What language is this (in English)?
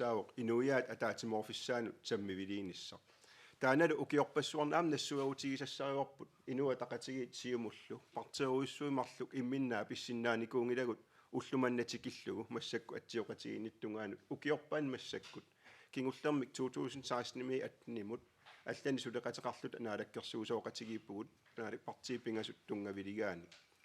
Kalaallisut